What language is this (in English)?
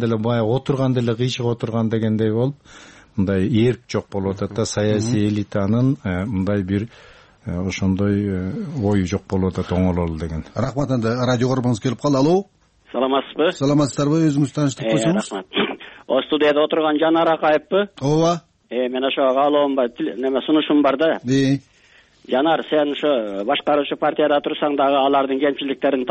Kyrgyz